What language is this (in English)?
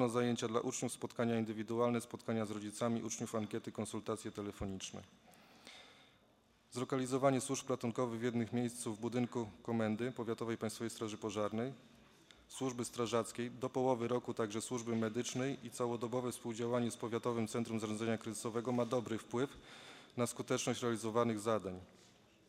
Polish